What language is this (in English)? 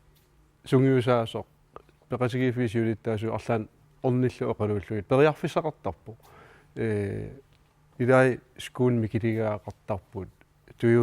Kalaallisut